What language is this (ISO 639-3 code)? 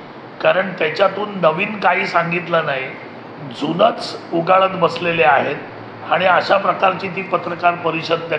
mar